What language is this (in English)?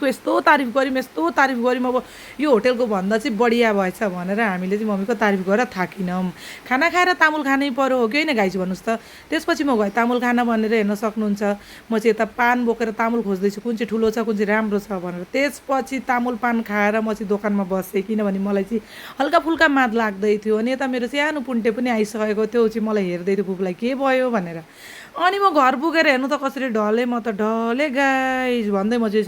Nepali